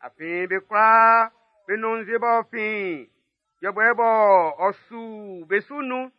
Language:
Baoulé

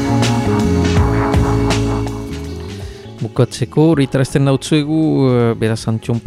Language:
Basque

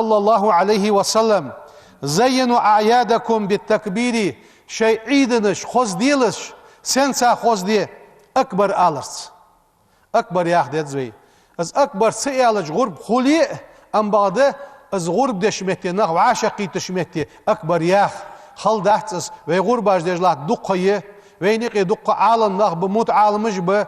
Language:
Ingush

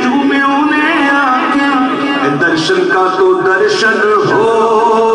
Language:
Urdu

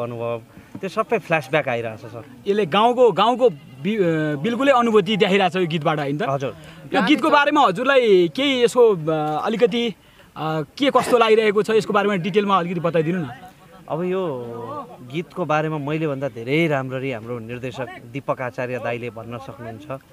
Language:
Nepali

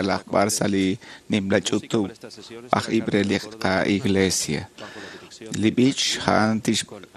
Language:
Kekchí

